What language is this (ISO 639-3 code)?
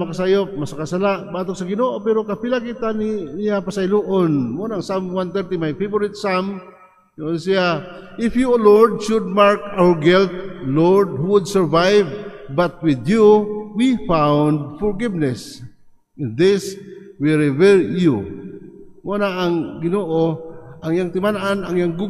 ceb